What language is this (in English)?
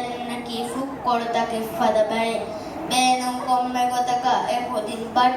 Divehi